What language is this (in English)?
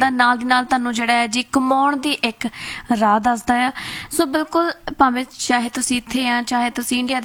Punjabi